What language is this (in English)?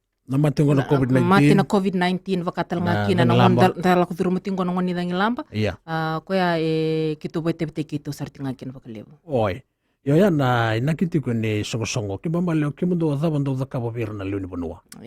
Fijian